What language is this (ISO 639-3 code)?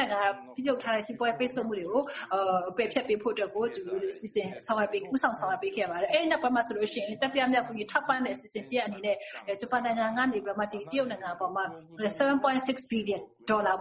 mya